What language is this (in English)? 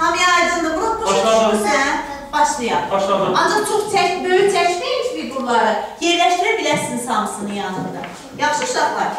Azerbaijani